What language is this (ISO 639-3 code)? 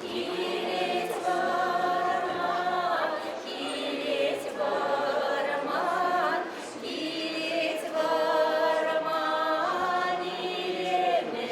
chv